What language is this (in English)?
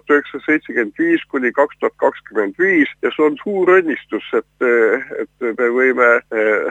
Estonian